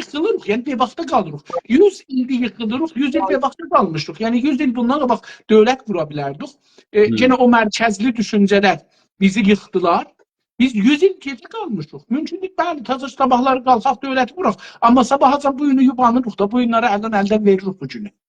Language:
South Azerbaijani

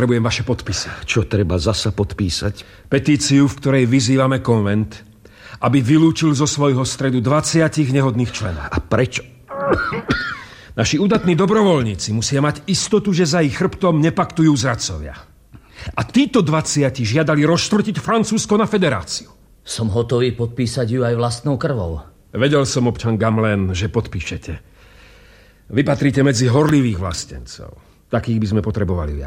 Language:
Slovak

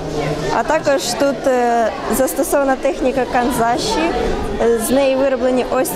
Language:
Ukrainian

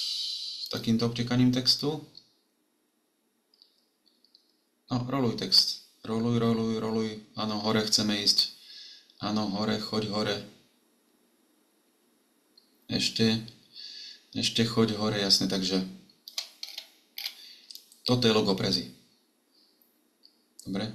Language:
Slovak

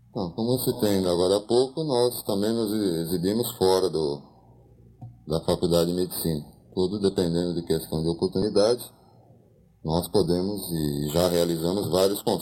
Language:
Portuguese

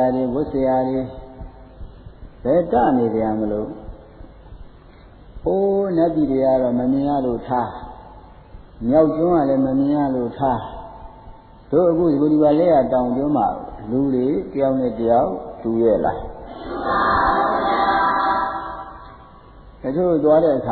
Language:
Burmese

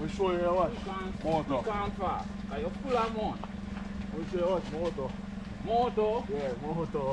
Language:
Jamaican Creole English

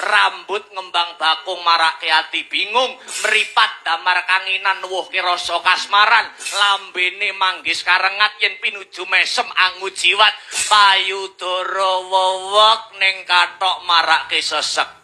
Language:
Javanese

